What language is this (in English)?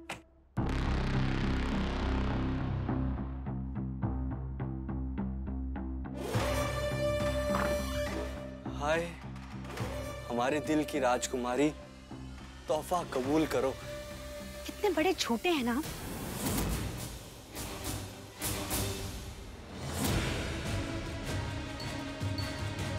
Hindi